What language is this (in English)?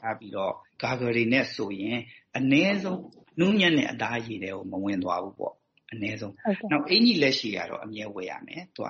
Burmese